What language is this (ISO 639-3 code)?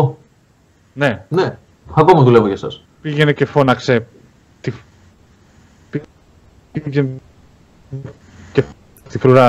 ell